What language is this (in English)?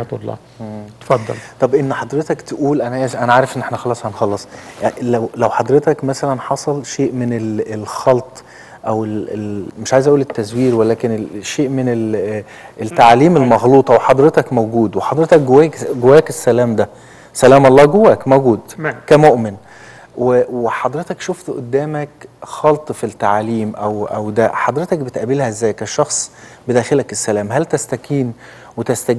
Egyptian Arabic